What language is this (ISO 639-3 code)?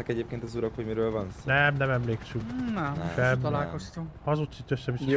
hun